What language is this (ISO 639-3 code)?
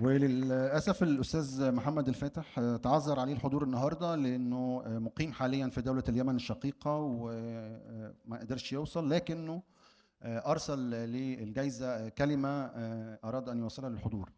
arz